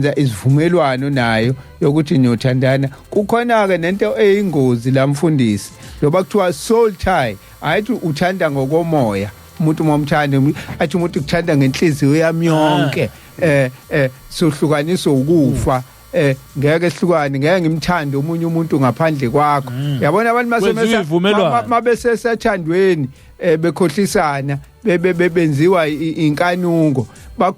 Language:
Zulu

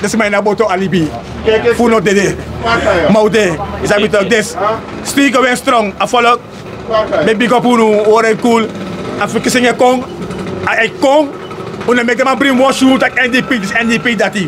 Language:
Sranan Tongo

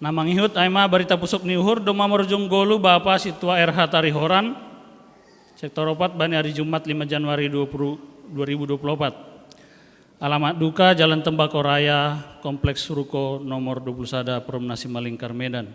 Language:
Batak Simalungun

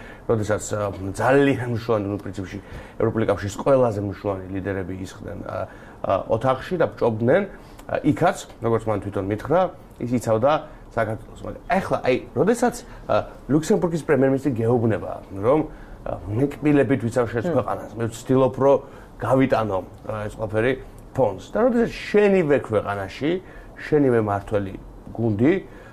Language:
Georgian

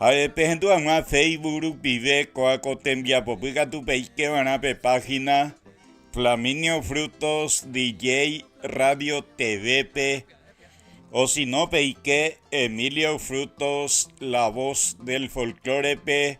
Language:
Guarani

